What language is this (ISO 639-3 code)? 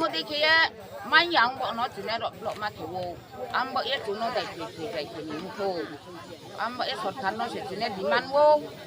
ria